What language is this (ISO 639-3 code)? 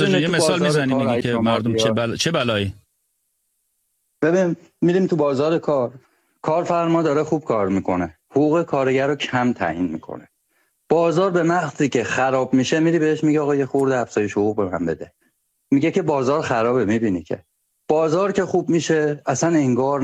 fas